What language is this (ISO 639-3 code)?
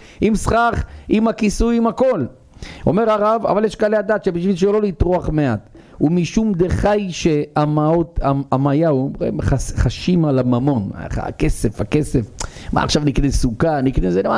heb